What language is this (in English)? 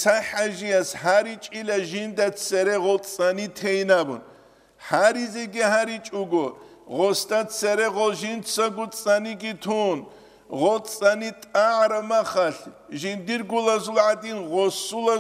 Avaric